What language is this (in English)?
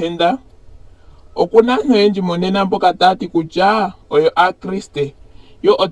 Ndonga